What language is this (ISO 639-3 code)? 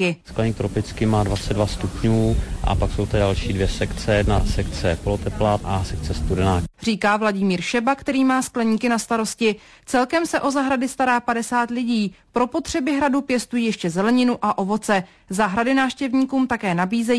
ces